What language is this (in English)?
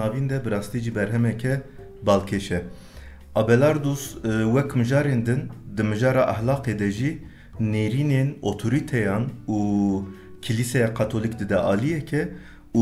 Kurdish